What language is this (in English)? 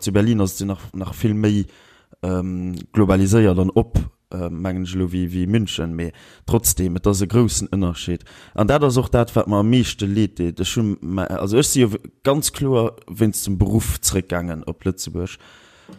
Luxembourgish